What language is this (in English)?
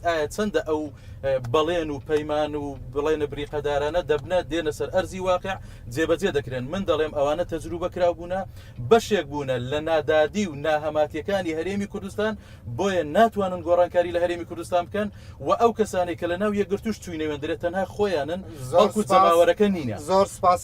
Central Kurdish